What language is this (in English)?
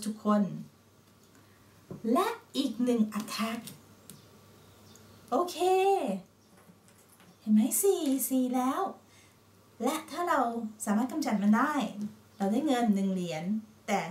Thai